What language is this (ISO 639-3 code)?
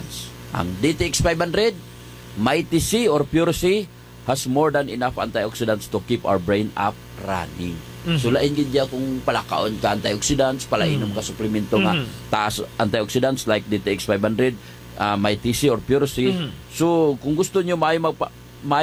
hil